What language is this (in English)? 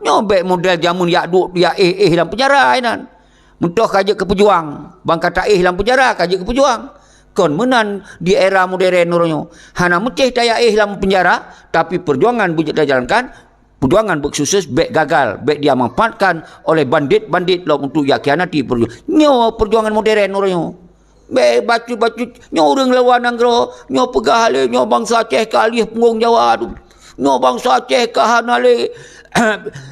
Achinese